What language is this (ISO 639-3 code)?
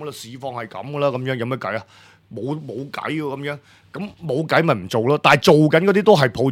yue